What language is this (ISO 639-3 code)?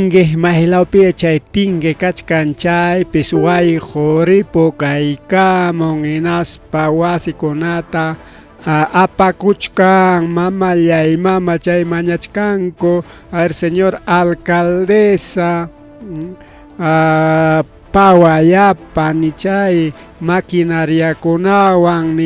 quy